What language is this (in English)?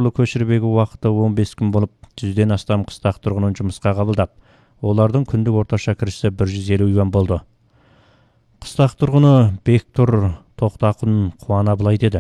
Kazakh